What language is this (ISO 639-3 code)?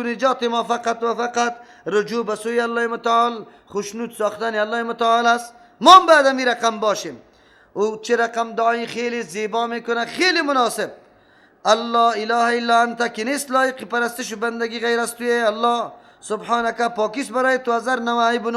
fas